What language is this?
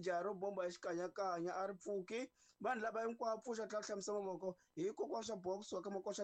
Tsonga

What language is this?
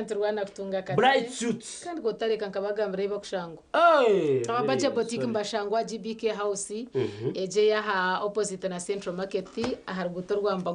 Nyankole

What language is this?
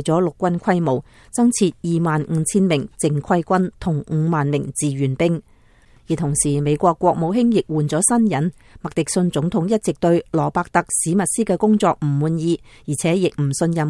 Cantonese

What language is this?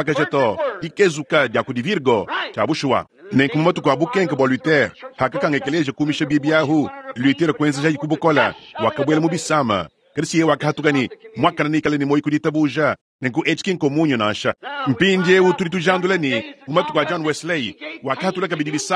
Luba-Lulua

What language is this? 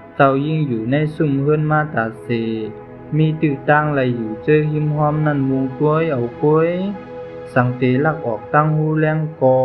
Shan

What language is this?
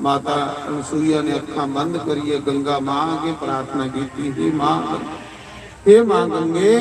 Dogri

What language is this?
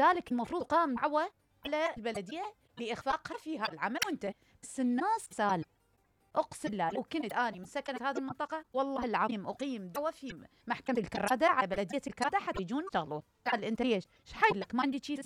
Mesopotamian Arabic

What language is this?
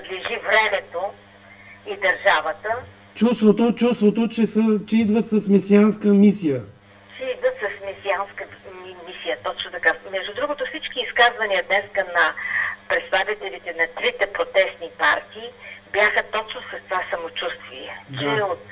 Bulgarian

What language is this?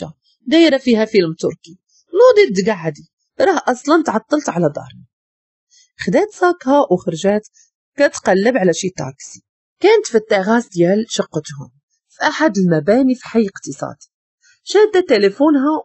Moroccan Arabic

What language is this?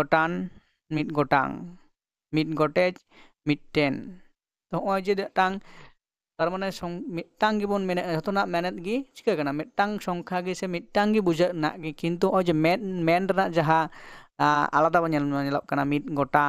Santali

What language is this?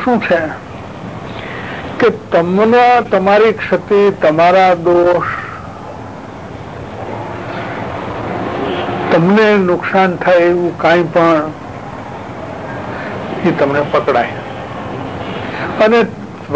Gujarati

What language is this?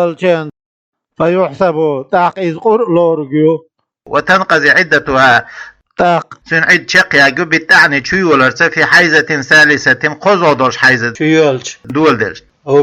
Chechen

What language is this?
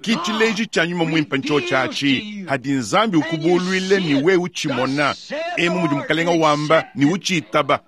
Luba-Lulua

